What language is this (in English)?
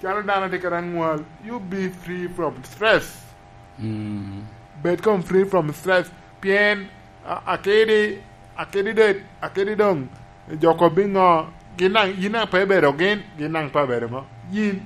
Lango (Uganda)